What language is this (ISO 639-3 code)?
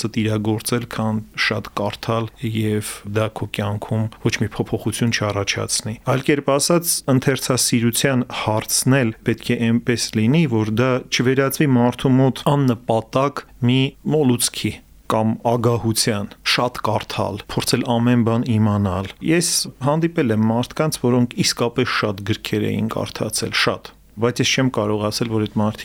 hye